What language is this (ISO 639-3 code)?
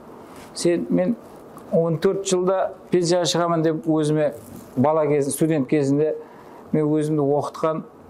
kaa